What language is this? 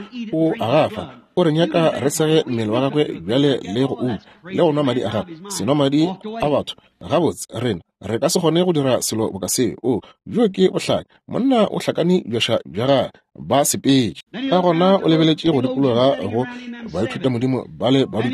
Northern Sotho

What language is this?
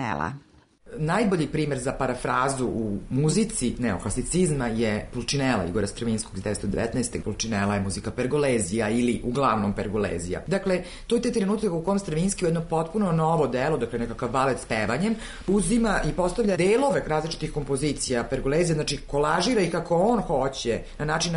Serbian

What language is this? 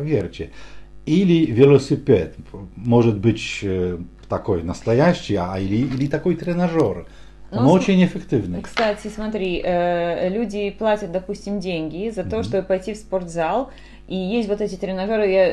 Russian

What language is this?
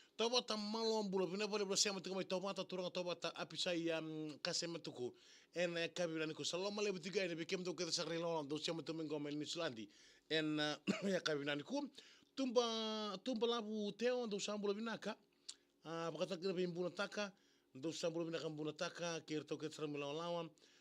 Fijian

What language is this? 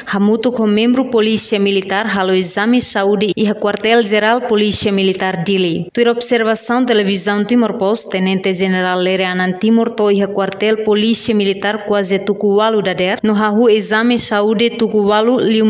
Tetum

